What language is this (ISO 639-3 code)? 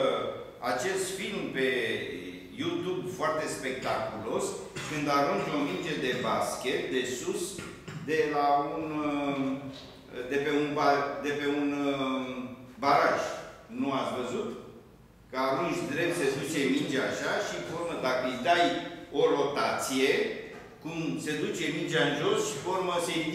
ron